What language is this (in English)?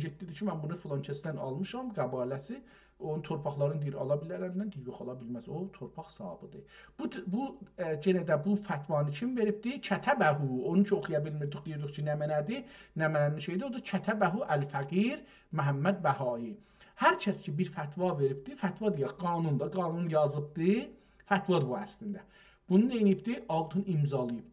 South Azerbaijani